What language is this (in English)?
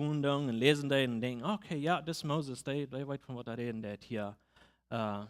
Plautdietsch